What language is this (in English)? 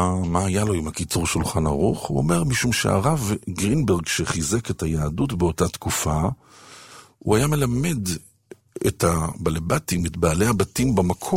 Hebrew